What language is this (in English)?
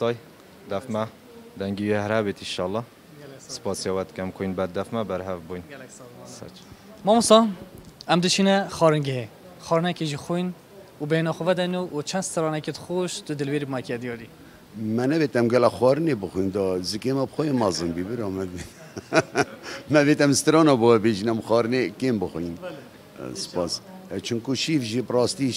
Kurdish